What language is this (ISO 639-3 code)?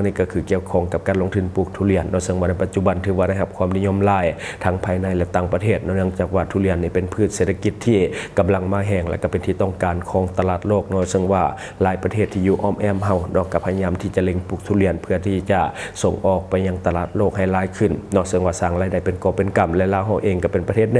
lao